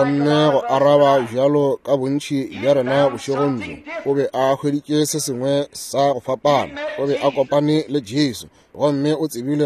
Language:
Northern Sotho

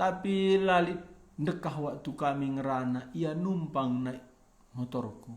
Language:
Batak Karo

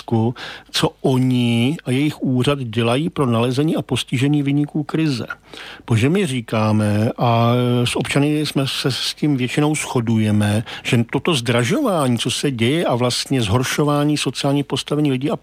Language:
Czech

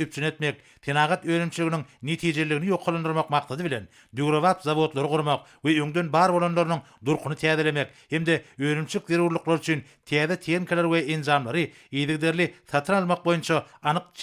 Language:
Turkmen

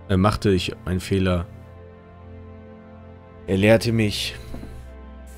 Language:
German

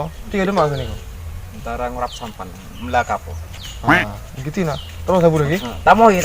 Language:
Madurese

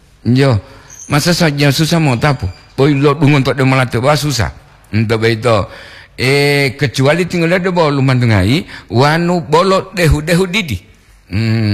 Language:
Gorontalo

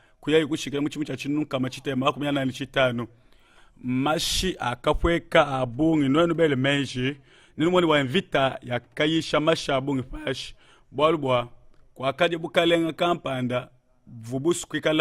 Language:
Luba-Lulua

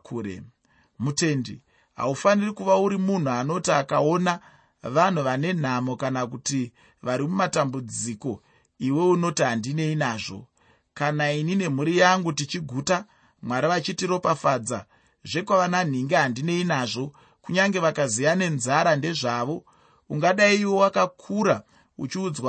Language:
Shona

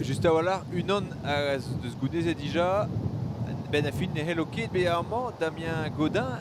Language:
Breton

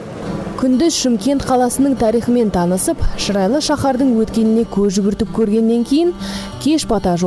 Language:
Kazakh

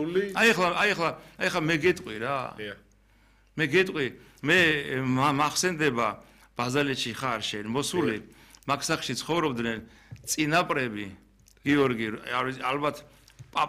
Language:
Georgian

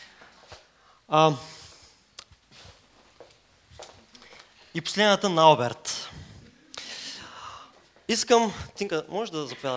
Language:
Bulgarian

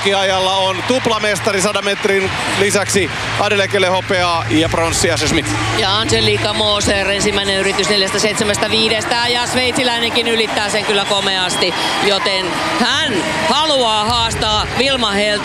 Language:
Finnish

